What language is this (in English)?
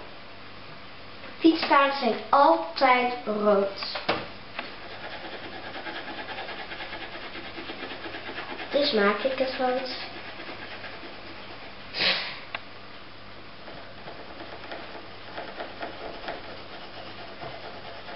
Dutch